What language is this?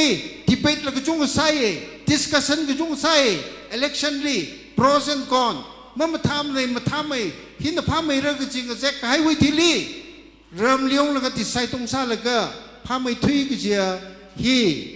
Tangkhul Naga (India)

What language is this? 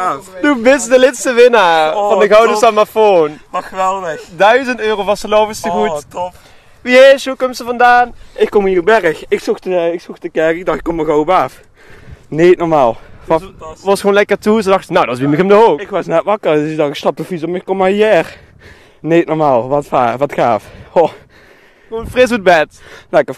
Limburgish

